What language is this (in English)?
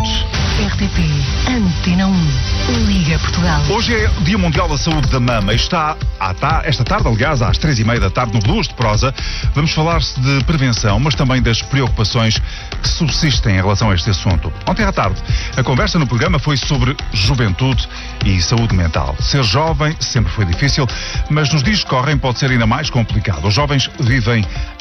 Portuguese